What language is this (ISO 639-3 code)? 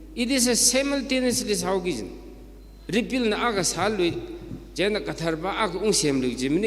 nmf